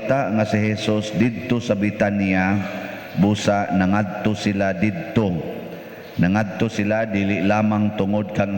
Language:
Cebuano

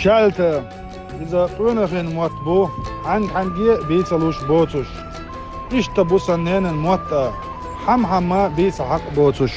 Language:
Chechen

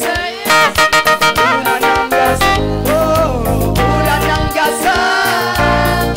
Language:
Kinyarwanda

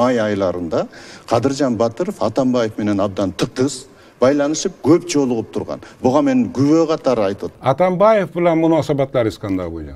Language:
Kyrgyz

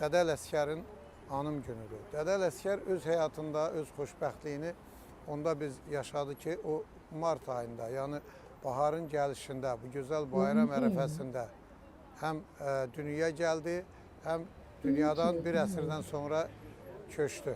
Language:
Azerbaijani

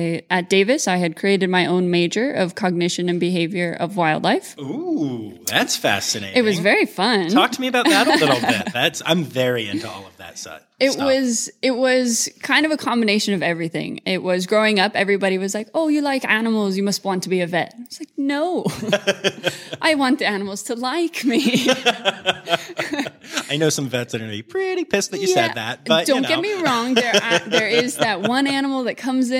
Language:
English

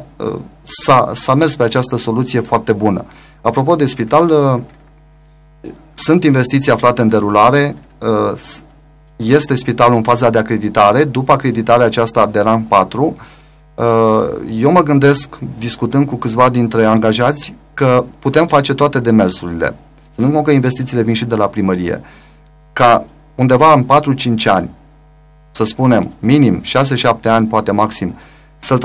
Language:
Romanian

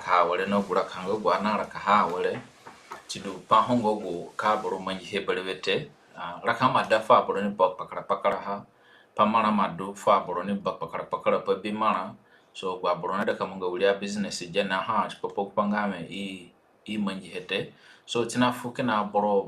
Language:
Zande (individual language)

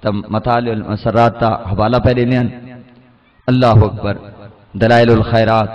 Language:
Saraiki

